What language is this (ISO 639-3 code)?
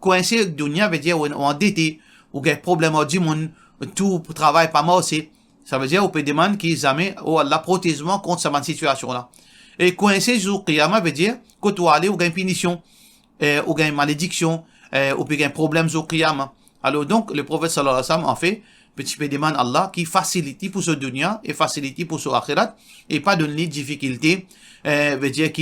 mfe